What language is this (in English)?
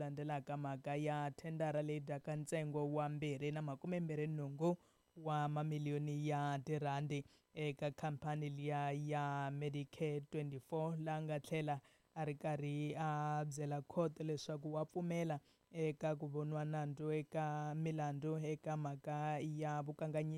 Tsonga